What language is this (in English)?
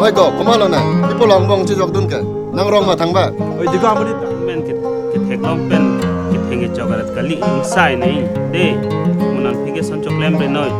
Karbi